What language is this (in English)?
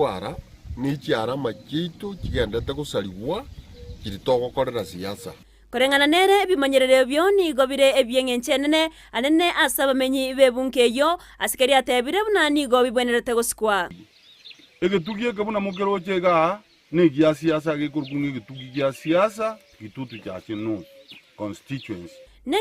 Gusii